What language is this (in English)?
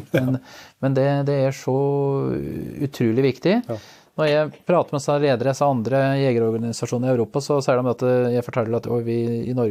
Norwegian